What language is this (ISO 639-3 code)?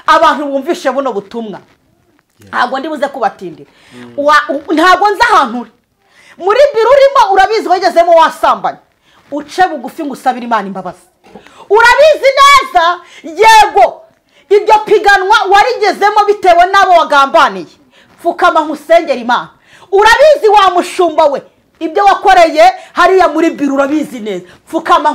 kin